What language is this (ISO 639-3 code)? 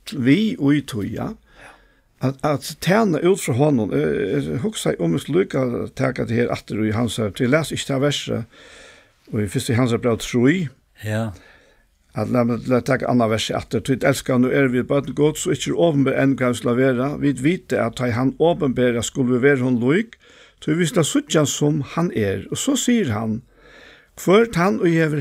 fao